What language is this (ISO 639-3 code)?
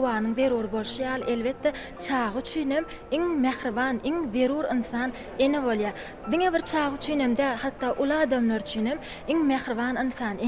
tuk